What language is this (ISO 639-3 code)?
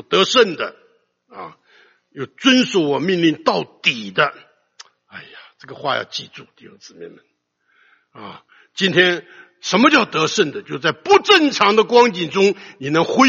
zho